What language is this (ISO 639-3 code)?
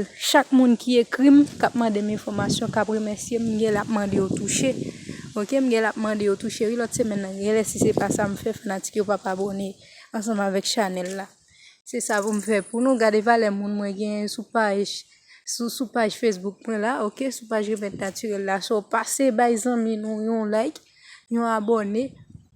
hat